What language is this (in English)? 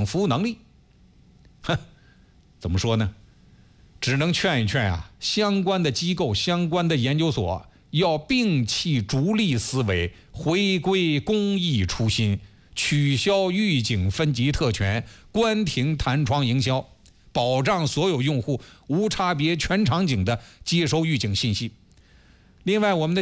Chinese